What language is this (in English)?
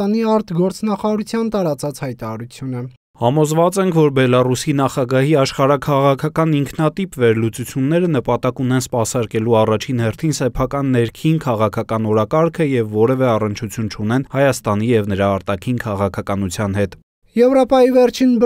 Armenian